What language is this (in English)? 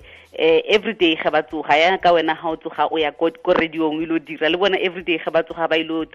Tswana